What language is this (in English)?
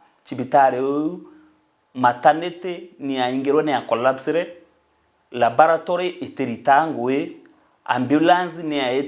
Meru